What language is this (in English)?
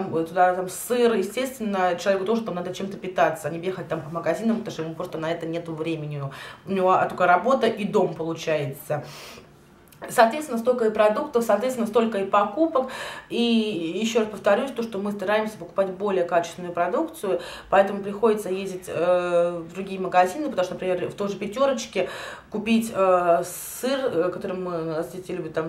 Russian